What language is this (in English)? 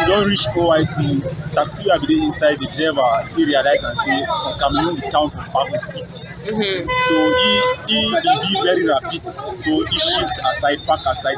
Cameroon Pidgin